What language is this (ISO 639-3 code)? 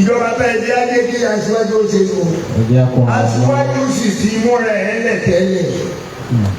yor